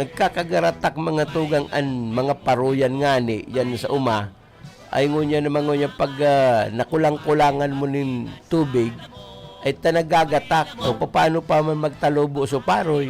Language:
Bikol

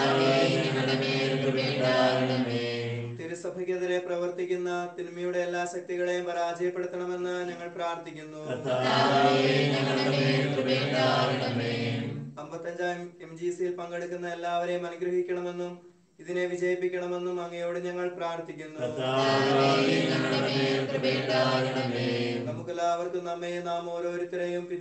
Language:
Malayalam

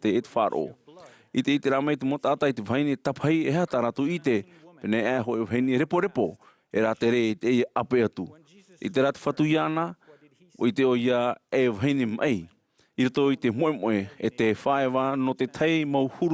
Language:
Tahitian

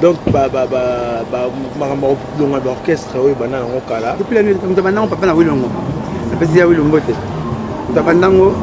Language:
Lingala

